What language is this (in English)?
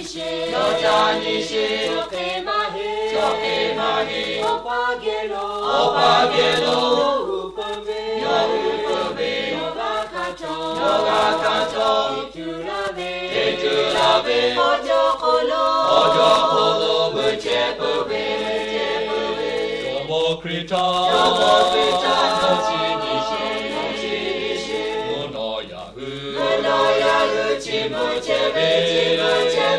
Lahu